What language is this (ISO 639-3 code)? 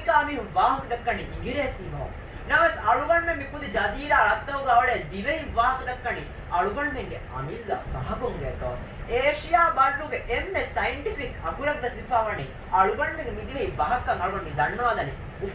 div